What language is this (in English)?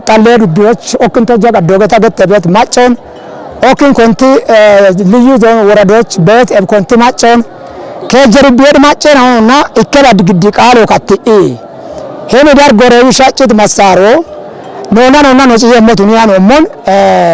Kafa